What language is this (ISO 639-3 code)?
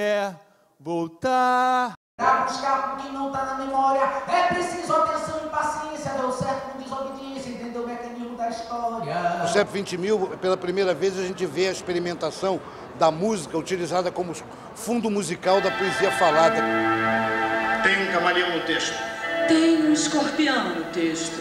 por